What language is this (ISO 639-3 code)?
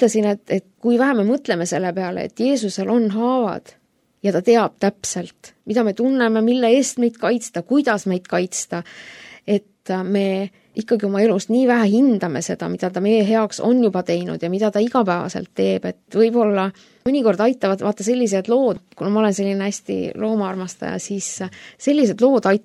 est